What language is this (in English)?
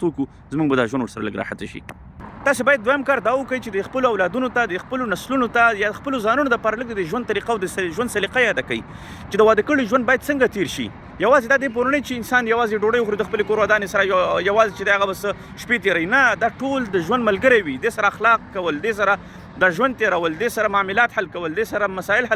Pashto